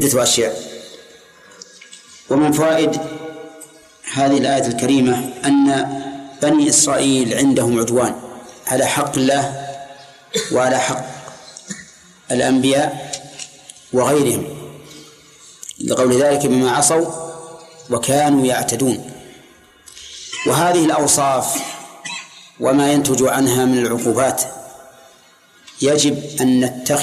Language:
Arabic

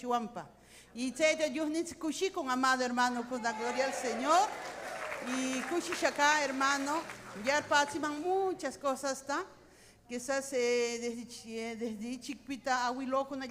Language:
Ayacucho Quechua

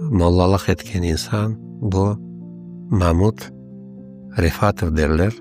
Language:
Crimean Tatar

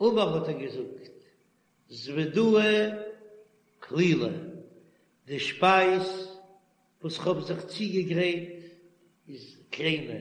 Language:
Yiddish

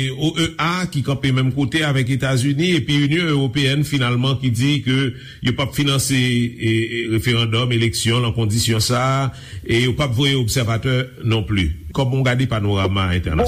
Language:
Haitian Creole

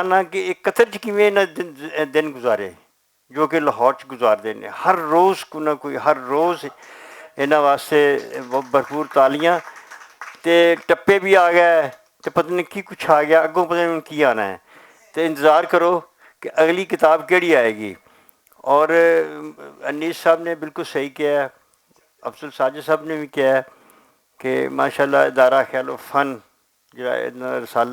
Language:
Western Panjabi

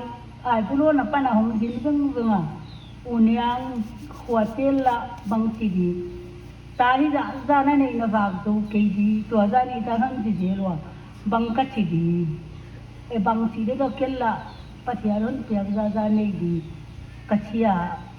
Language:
Paite Chin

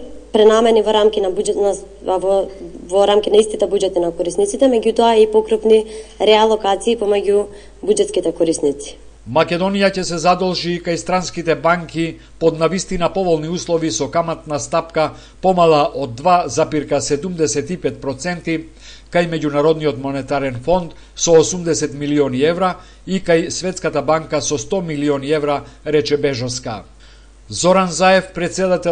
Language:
Macedonian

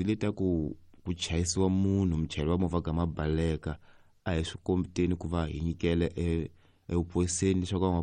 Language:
Tsonga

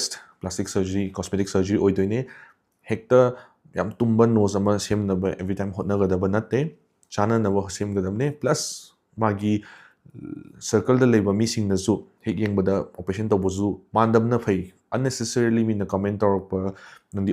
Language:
Manipuri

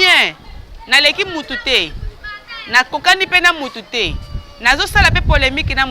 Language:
Lingala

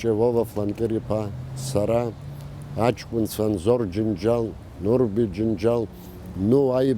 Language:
Abkhazian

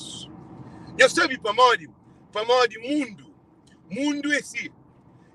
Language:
Kabuverdianu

